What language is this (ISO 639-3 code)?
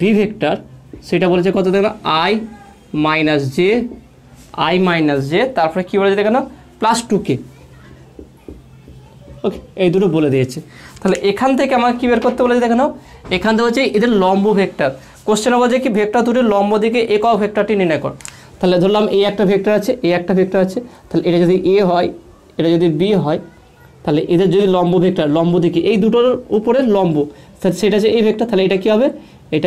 ben